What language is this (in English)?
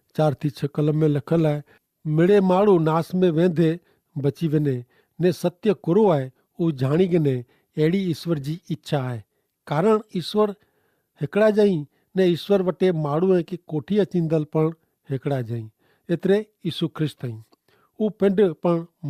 Kachhi